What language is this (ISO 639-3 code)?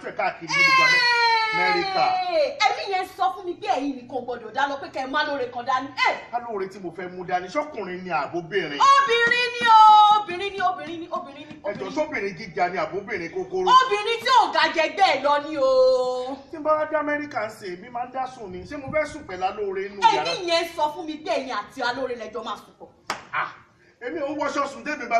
yor